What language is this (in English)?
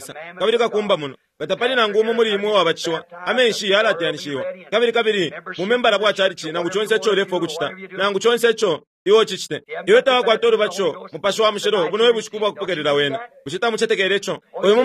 Bemba